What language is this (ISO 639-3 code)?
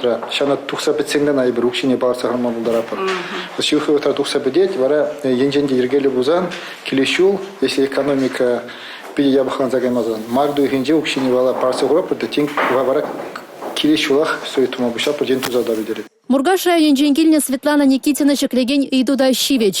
chv